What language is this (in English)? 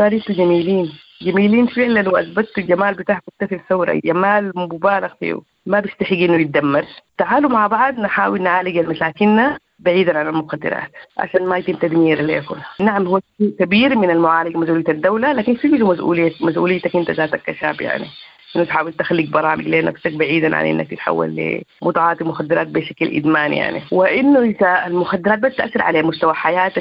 Sudanese Arabic